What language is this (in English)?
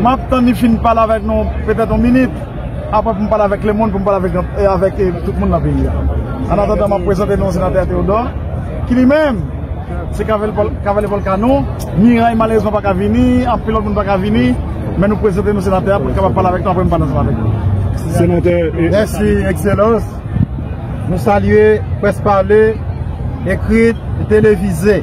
Haitian Creole